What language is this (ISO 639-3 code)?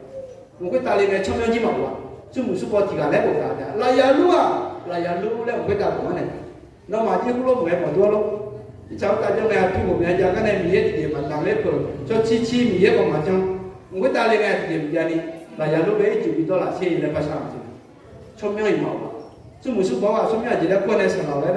ahk